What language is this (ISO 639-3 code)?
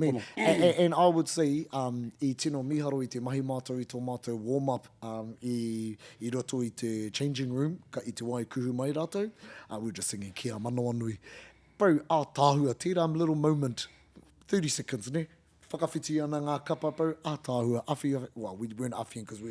mri